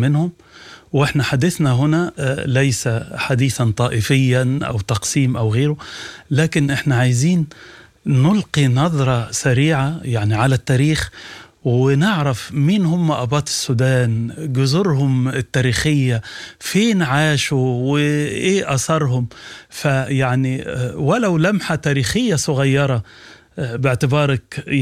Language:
Sudanese Arabic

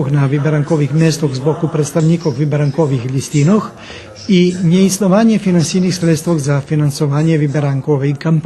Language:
Rusyn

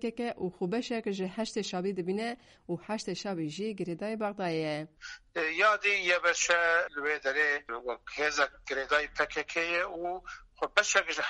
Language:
Kurdish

